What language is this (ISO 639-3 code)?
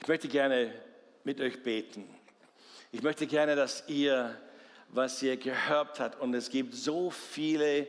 gsw